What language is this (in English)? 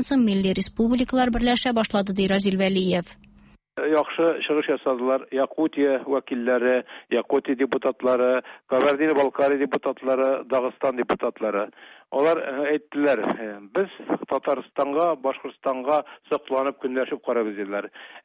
Tatar